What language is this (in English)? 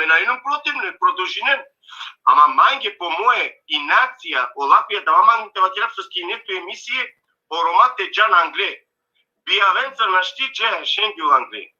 Balkan Romani